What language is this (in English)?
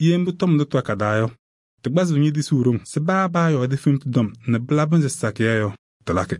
Kabiyè